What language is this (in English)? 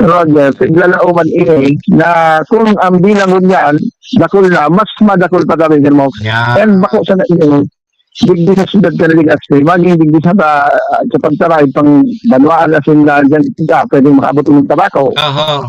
Bikol